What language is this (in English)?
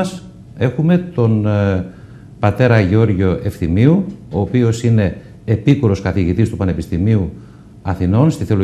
Greek